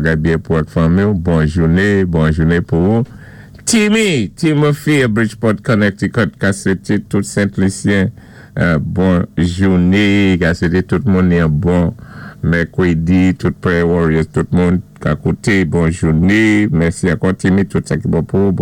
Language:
Saint Lucian Creole French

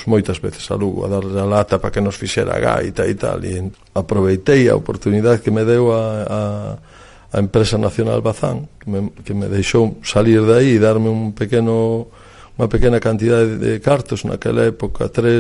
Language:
Galician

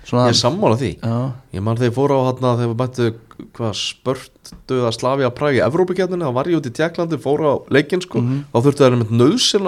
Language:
Icelandic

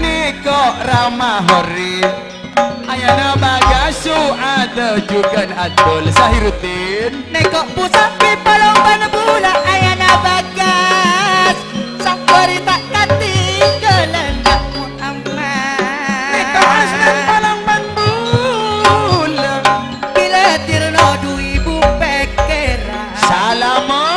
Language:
Madurese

